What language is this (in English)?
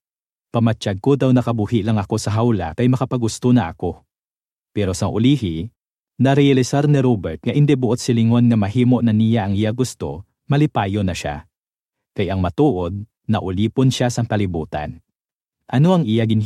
Hiligaynon